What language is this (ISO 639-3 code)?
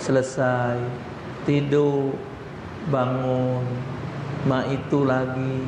mui